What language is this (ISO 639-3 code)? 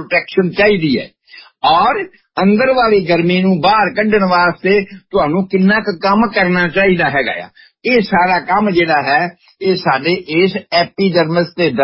pan